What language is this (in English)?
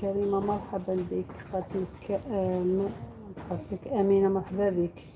Algerian Arabic